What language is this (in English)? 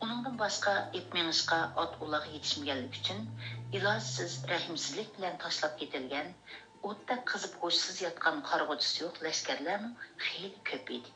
Uyghur